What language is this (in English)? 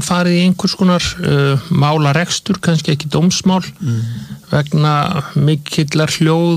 Icelandic